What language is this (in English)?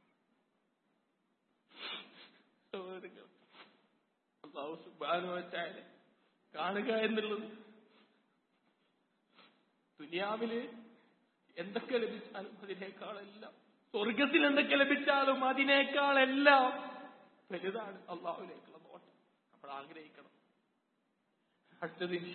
Malayalam